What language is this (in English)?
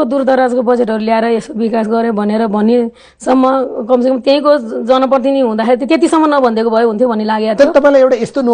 Nepali